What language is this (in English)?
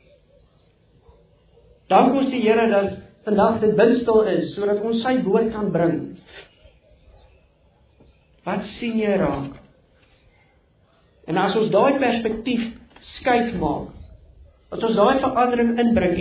Afrikaans